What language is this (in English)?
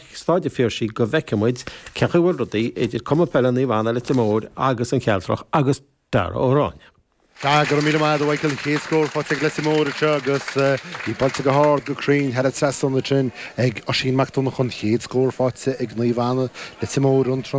Irish